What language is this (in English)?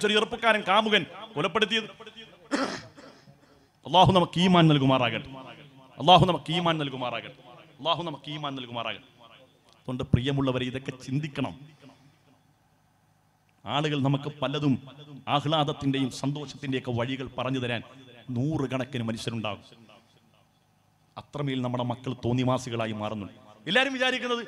Malayalam